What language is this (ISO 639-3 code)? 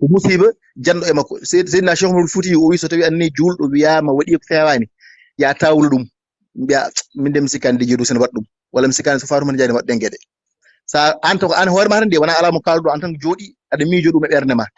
ful